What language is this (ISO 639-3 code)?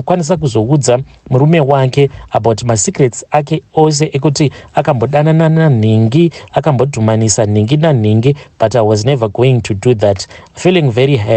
sna